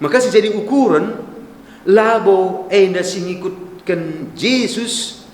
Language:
Batak Karo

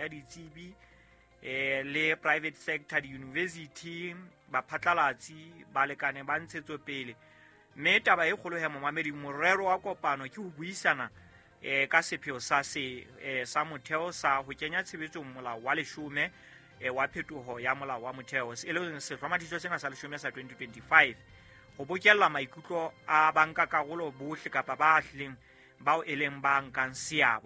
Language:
Southern Sotho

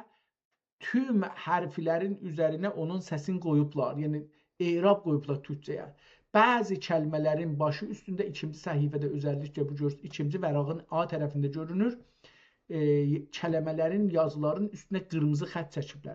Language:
South Azerbaijani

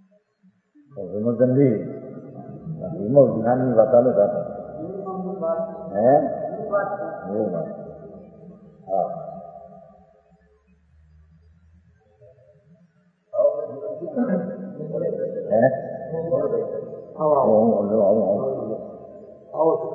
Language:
Gujarati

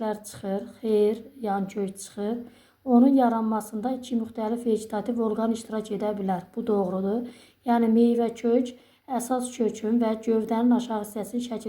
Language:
Azerbaijani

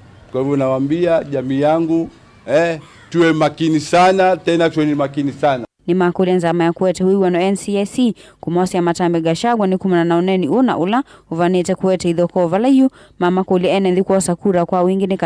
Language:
Kamba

